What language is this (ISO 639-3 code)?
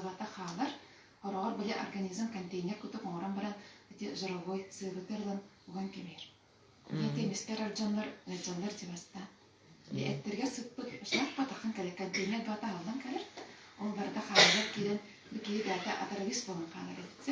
sah